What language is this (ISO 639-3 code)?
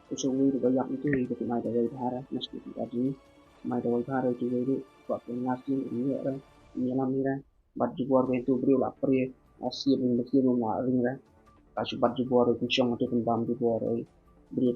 kha